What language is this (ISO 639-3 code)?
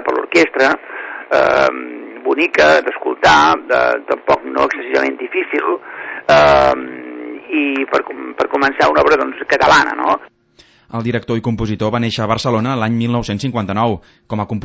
cat